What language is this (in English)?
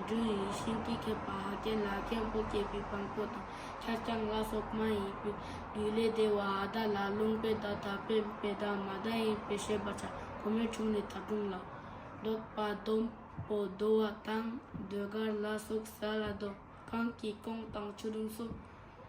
Tibetan